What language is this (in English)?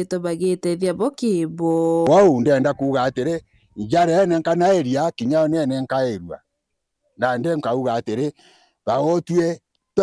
Meru